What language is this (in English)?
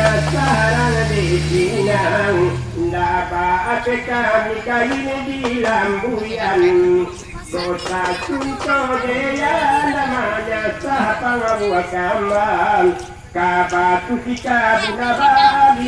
Minangkabau